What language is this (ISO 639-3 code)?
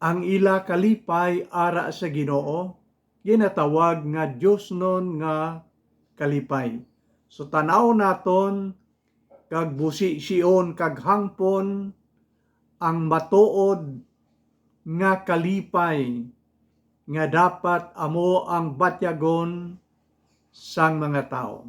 hil